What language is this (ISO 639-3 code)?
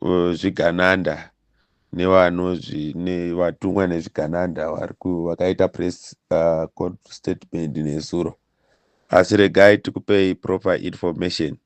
sna